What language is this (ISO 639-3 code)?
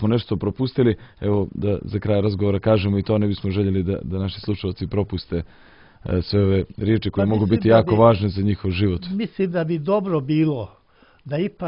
hrv